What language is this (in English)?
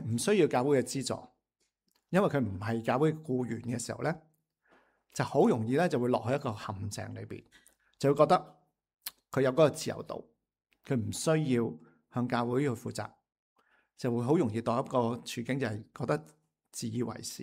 Cantonese